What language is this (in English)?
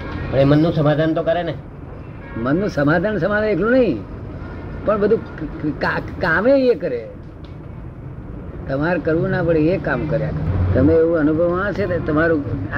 Gujarati